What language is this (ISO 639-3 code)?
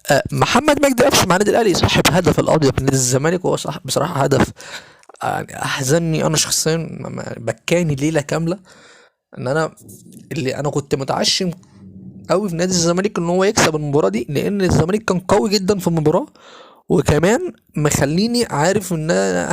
arz